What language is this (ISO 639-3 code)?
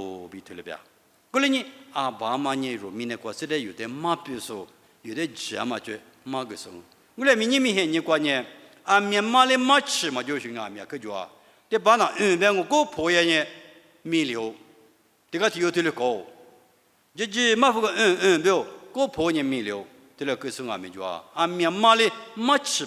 lis